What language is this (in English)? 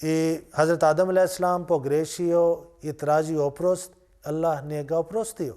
Bosnian